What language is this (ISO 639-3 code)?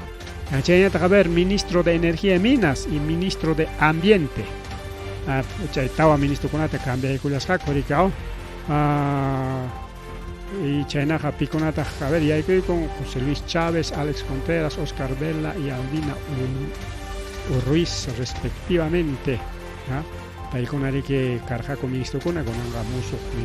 quy